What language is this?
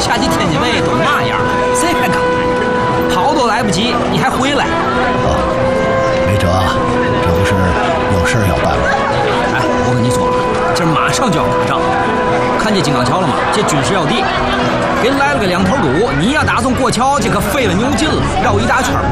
Chinese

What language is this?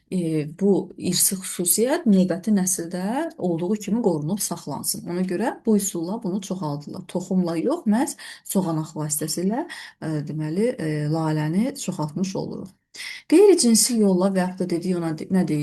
Azerbaijani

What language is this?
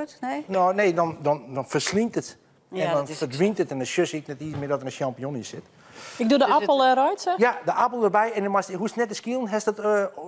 Western Frisian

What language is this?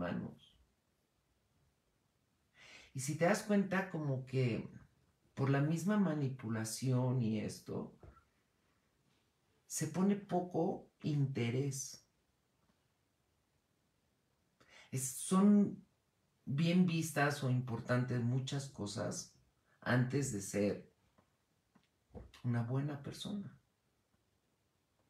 Spanish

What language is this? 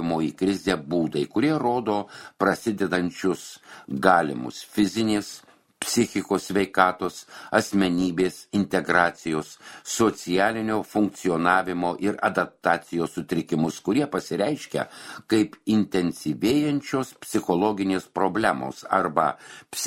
Lithuanian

